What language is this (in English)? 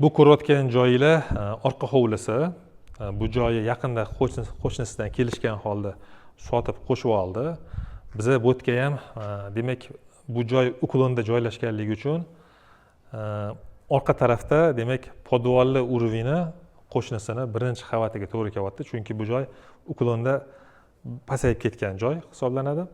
Uzbek